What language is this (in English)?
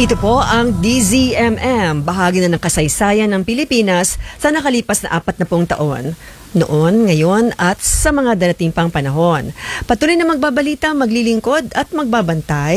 Filipino